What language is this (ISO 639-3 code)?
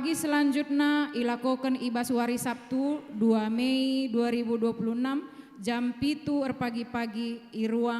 btx